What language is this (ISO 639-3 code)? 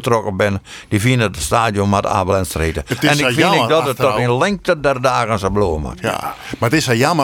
fry